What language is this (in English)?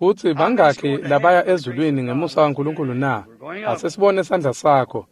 Swati